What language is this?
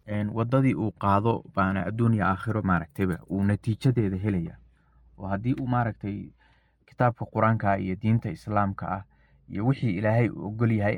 Somali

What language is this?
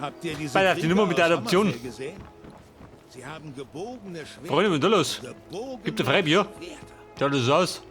Bavarian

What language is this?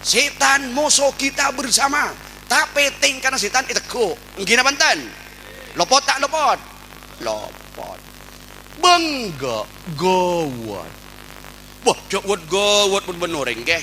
Madurese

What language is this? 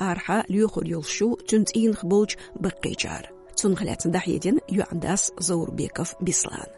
Chechen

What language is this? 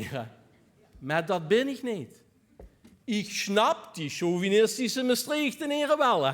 Limburgish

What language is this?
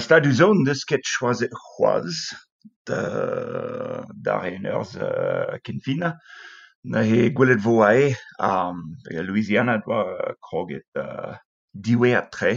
Breton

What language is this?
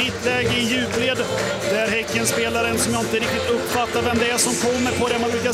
Swedish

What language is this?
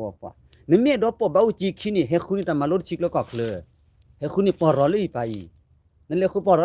S'gaw Karen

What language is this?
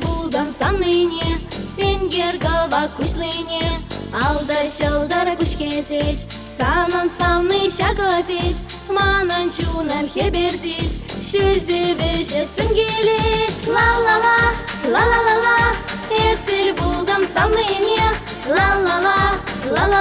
Chuvash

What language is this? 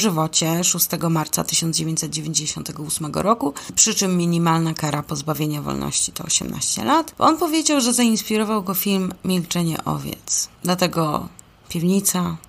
Polish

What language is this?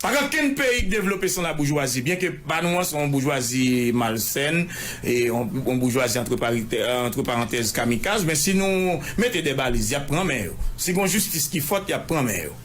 Haitian Creole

